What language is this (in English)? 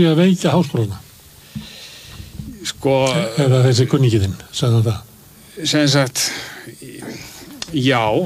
Icelandic